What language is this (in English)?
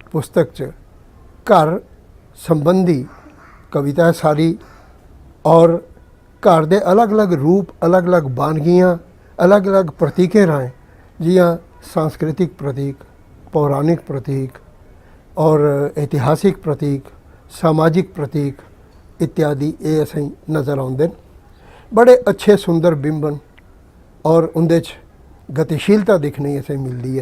Dogri